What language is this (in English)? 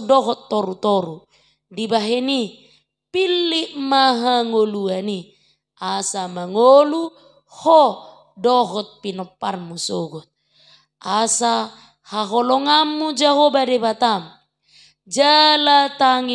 Batak Toba